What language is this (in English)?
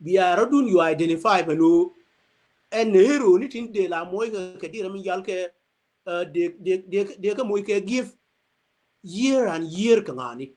Nuer